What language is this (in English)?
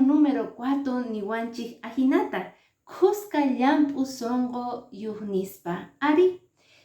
Quechua